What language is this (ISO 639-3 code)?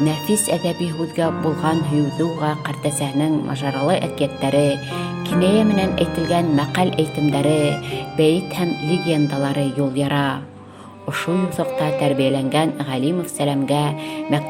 bak